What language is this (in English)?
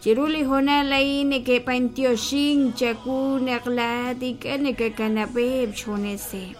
Kekchí